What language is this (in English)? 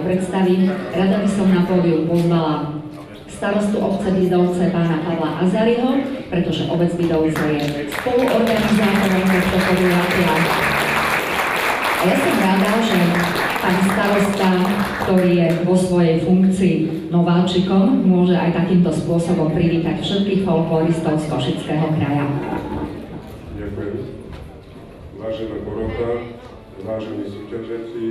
Slovak